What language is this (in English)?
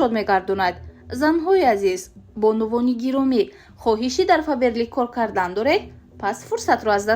Tajik